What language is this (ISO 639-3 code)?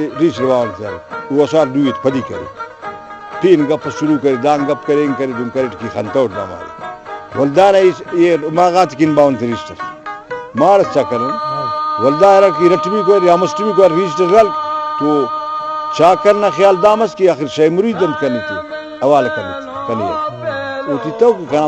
brh